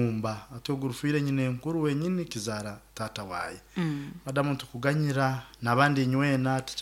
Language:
Nyoro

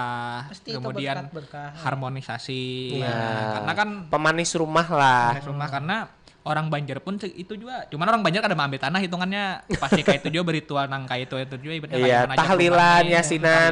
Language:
Banjar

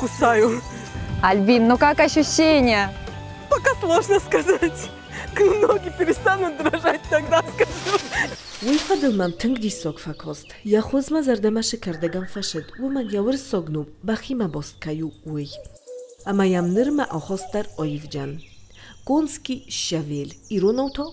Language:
Ossetic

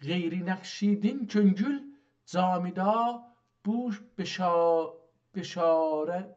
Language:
South Azerbaijani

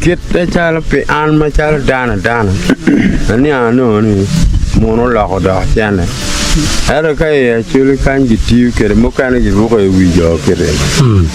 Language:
Acoli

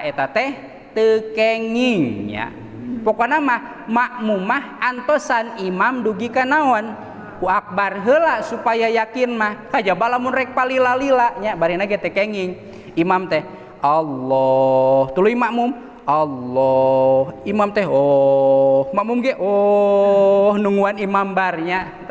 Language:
Sundanese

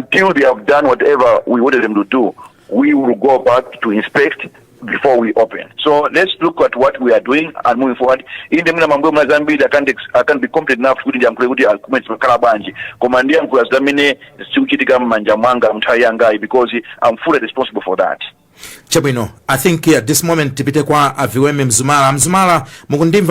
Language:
Nyanja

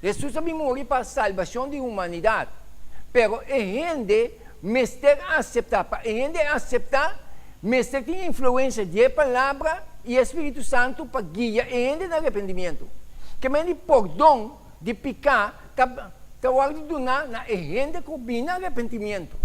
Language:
Papiamento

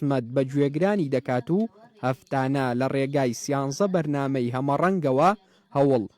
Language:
Central Kurdish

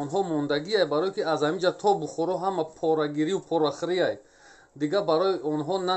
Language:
Tajik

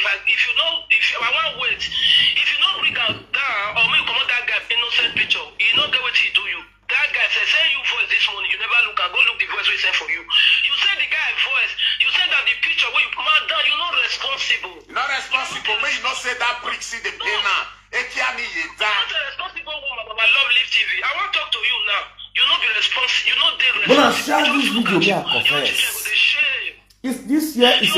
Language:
Nigerian Pidgin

